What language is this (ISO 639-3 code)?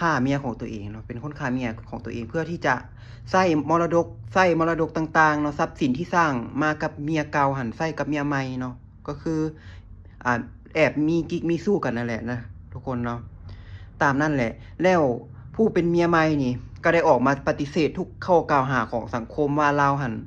lao